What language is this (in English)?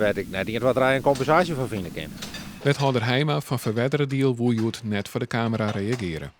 Western Frisian